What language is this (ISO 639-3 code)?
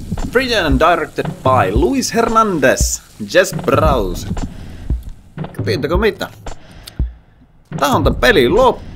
fin